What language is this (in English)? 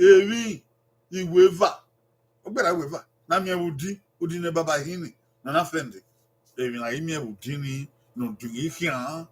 Bini